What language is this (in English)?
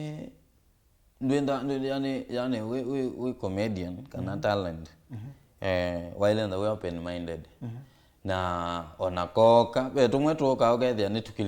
Kamba